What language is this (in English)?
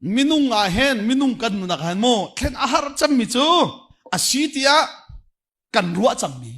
Hakha Chin